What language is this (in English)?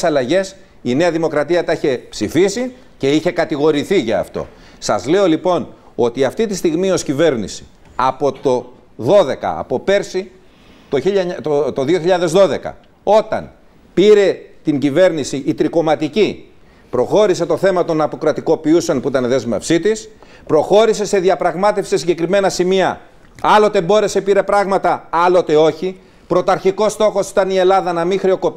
Greek